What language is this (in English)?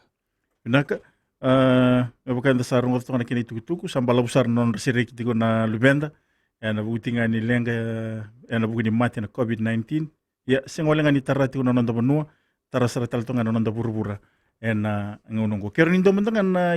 Fijian